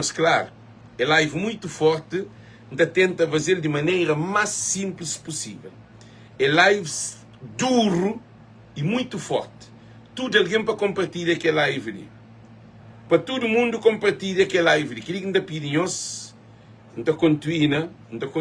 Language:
Kabuverdianu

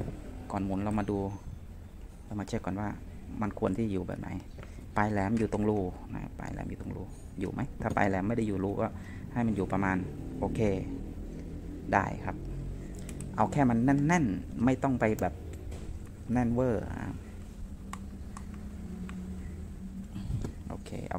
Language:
Thai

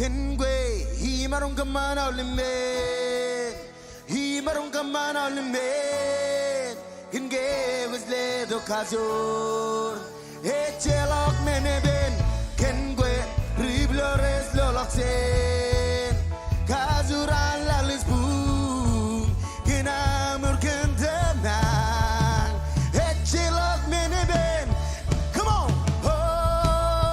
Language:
Marshallese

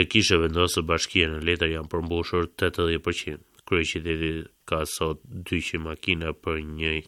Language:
Albanian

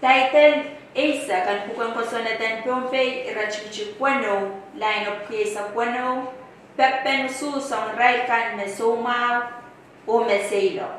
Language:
Pohnpeian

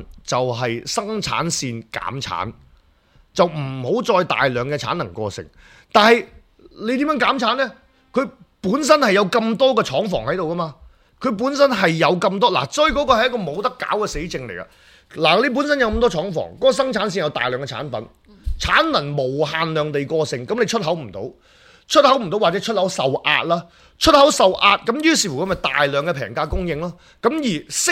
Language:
Cantonese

